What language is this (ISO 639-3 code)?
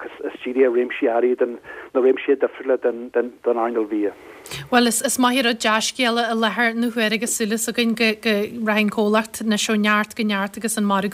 gle